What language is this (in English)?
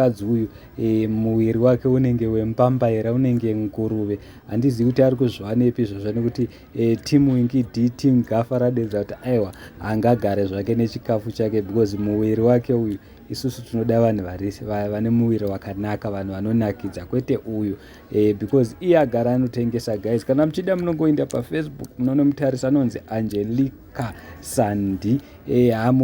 Shona